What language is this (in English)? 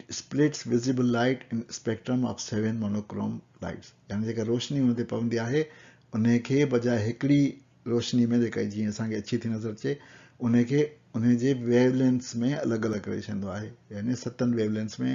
Sindhi